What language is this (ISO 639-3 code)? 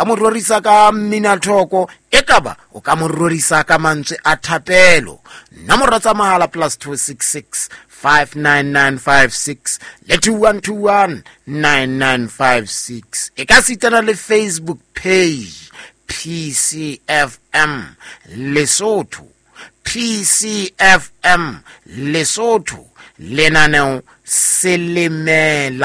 sot